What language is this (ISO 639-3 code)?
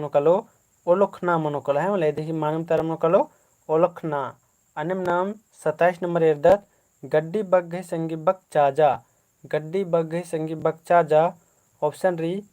kru